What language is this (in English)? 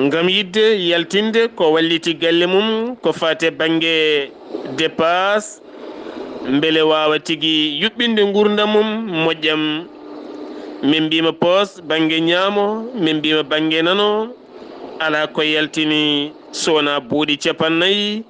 Fula